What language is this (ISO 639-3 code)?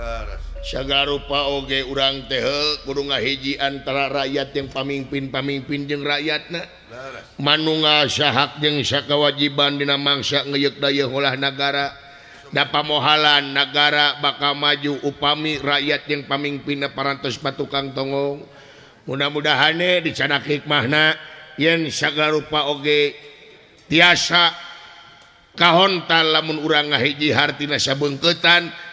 sun